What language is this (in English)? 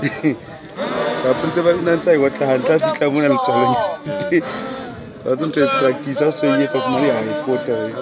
Southern Sotho